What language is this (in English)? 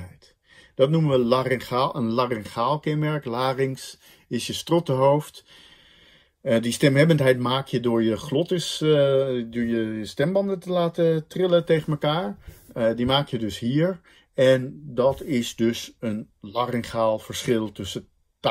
Dutch